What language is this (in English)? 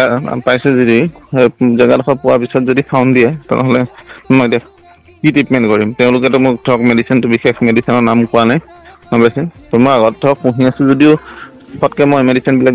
Assamese